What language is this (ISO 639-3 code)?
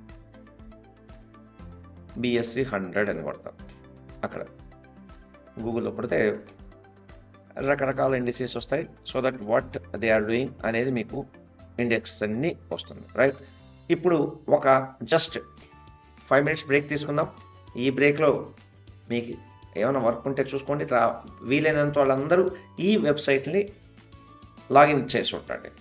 tel